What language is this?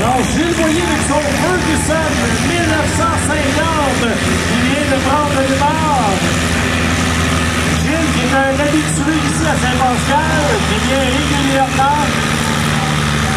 French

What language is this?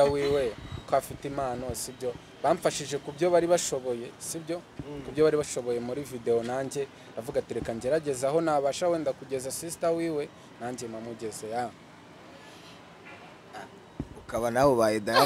Kinyarwanda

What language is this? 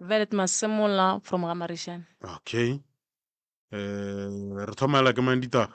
Northern Sotho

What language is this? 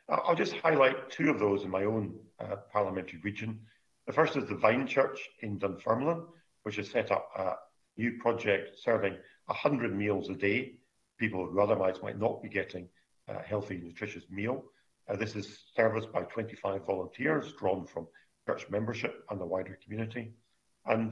English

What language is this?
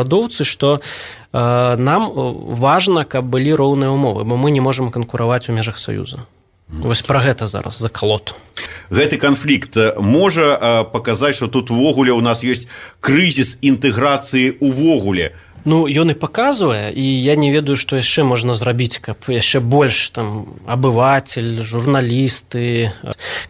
Belarusian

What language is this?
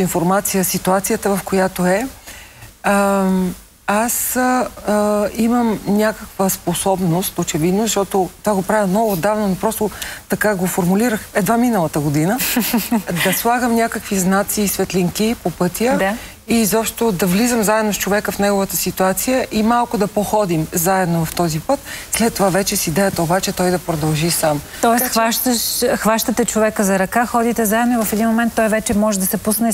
Bulgarian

